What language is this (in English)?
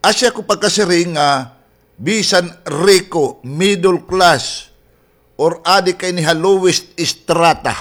Waray